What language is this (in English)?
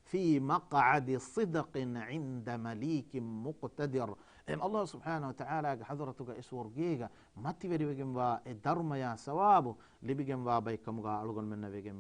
Divehi